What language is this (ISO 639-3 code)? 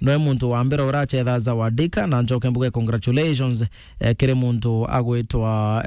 mer